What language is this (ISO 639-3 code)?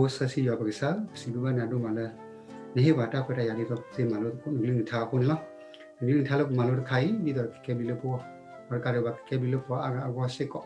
ksw